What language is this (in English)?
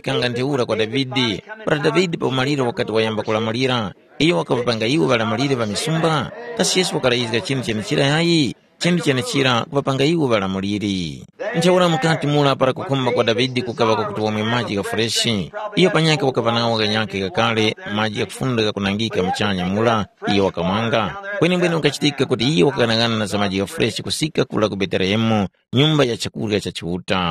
Tumbuka